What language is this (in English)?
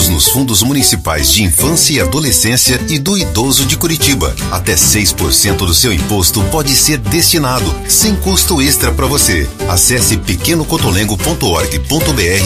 Portuguese